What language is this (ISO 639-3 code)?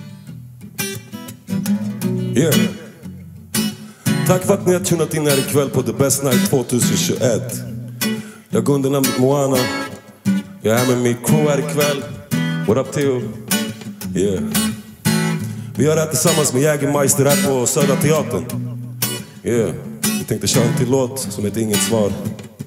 swe